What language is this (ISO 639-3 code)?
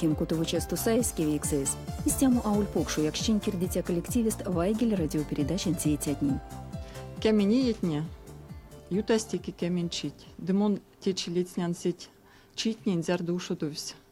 myv